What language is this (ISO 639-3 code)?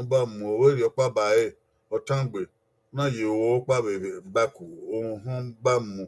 bin